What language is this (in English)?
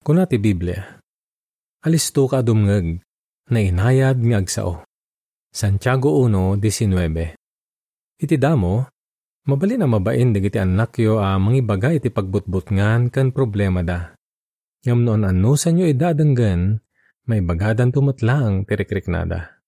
Iloko